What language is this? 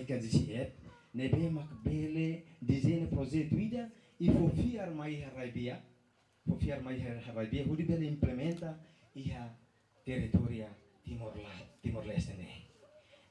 Tetum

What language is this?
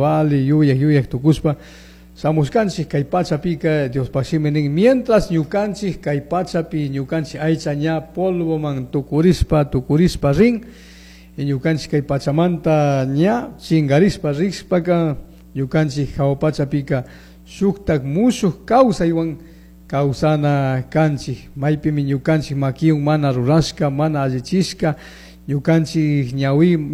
Chimborazo Highland Quichua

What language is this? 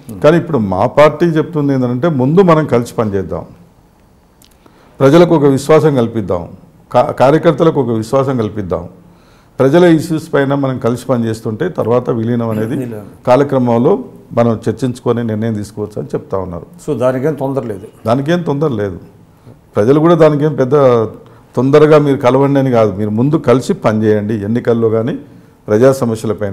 Telugu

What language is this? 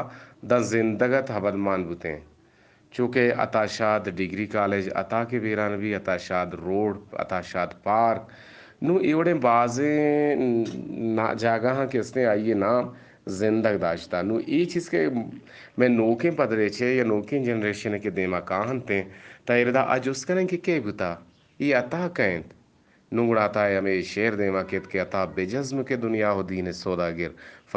Eastern Balochi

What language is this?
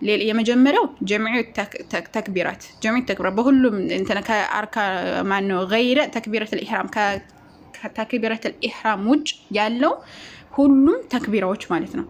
Amharic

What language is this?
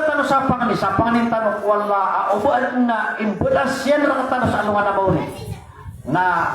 Maranao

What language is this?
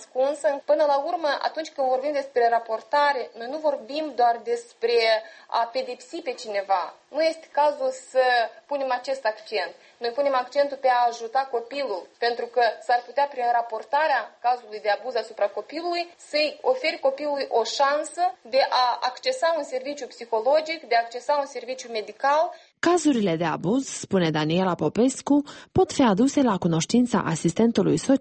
Romanian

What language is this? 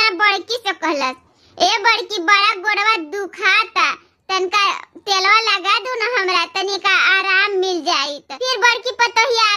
Bhojpuri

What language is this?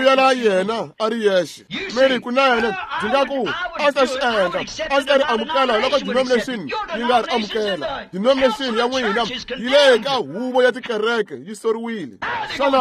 Tsonga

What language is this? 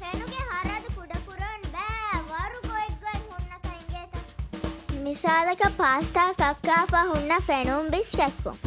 Divehi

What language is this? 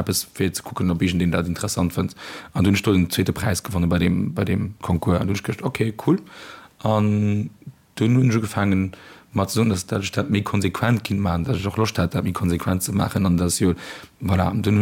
Luxembourgish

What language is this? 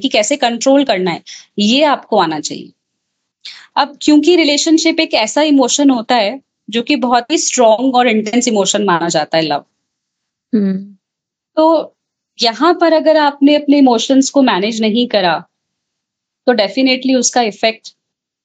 Hindi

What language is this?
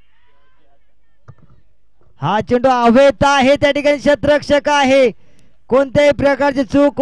Marathi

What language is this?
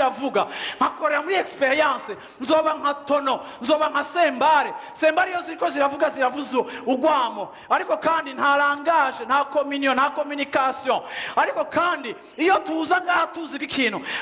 Rundi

